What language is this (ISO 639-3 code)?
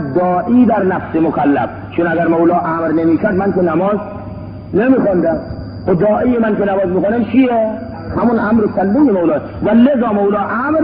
fas